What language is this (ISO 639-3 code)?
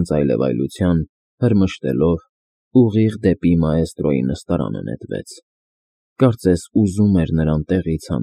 hye